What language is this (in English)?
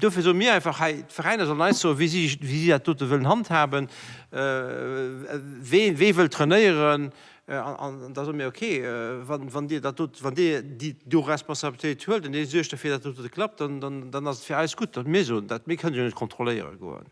Luxembourgish